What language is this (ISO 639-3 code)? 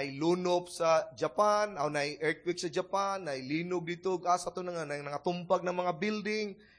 ceb